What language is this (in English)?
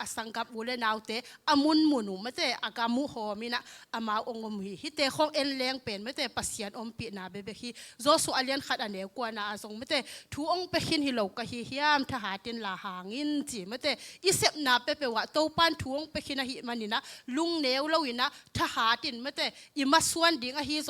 Tedim Chin